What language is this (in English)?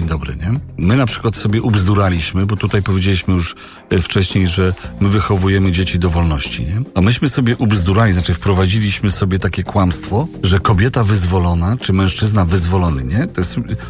Polish